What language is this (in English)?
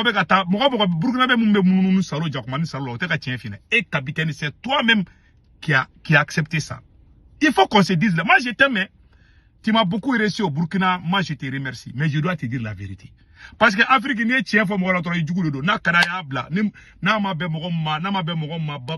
Bambara